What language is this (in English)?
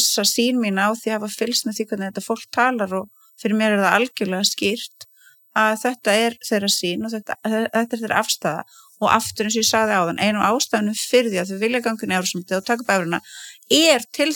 Icelandic